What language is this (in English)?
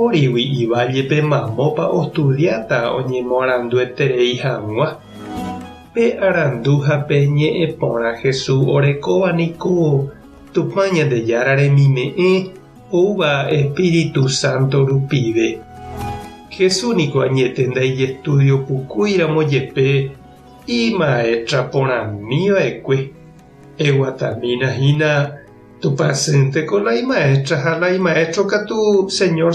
Guarani